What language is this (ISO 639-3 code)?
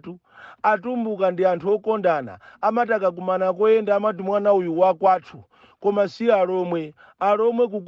nya